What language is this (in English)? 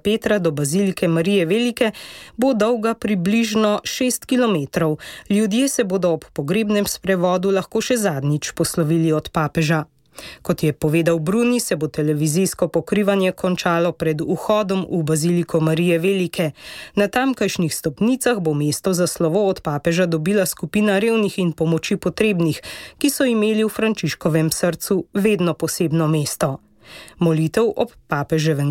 Slovenian